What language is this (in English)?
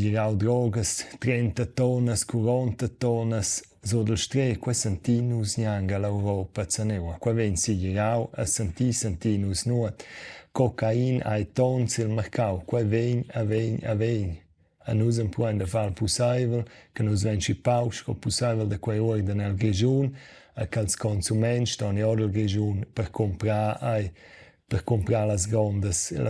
Romansh